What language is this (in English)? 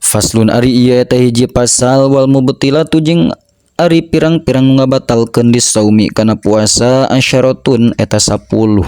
Sundanese